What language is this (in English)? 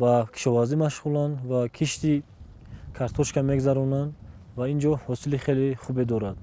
Tajik